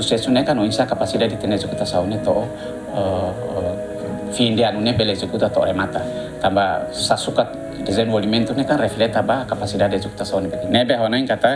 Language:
Tetum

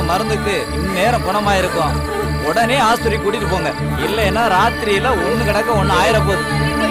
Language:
Tamil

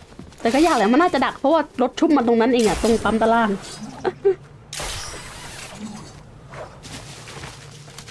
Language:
Thai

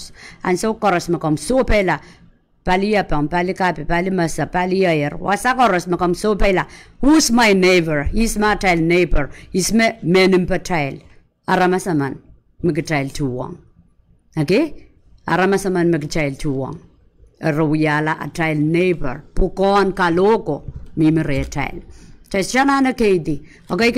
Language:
Pohnpeian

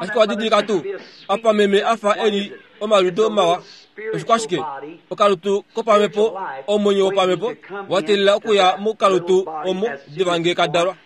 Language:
Kuanyama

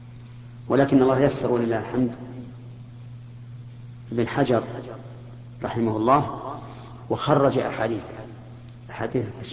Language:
Arabic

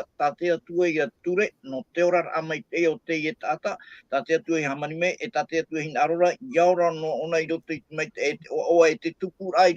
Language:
Tahitian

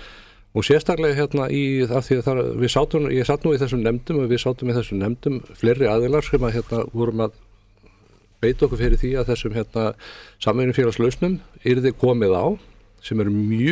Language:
Icelandic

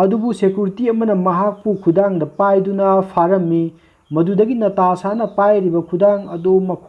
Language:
Manipuri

